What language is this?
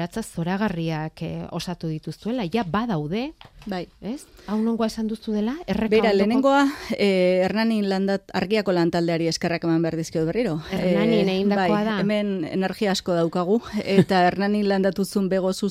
Basque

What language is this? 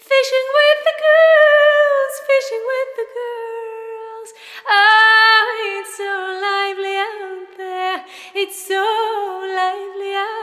English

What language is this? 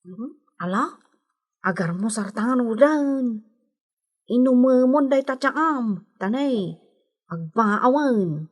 Iloko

